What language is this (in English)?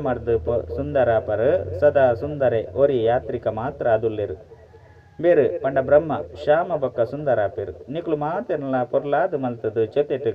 Tulu